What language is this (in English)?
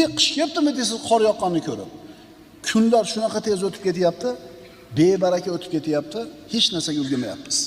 Uzbek